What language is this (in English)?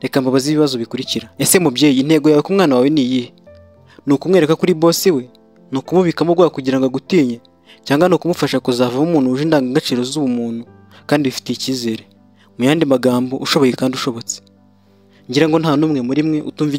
Kinyarwanda